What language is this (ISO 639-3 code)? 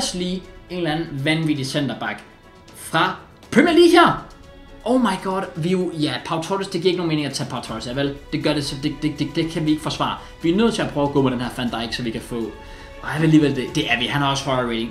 dan